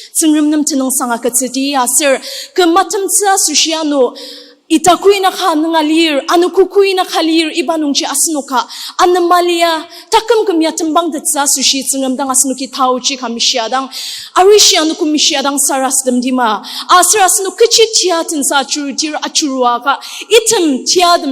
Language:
Ao Naga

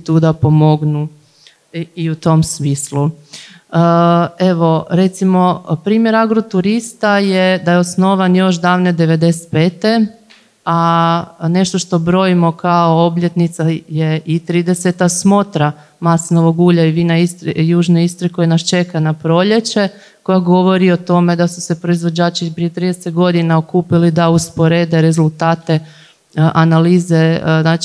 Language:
Croatian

